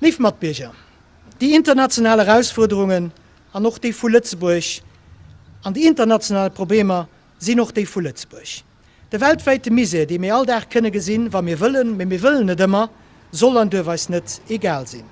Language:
Luxembourgish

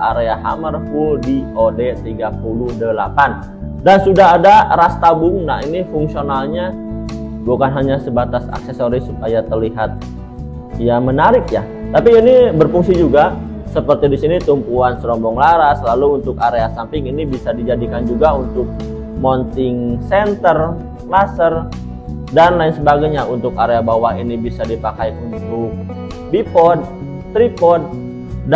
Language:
Indonesian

